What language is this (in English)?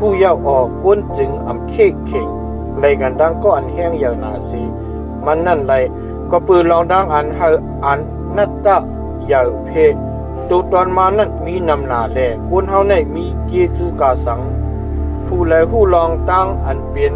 Shan